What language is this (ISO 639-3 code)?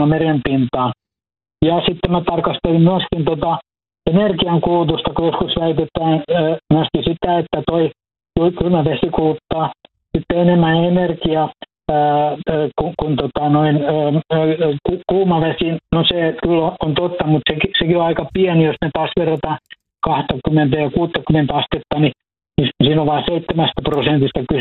fin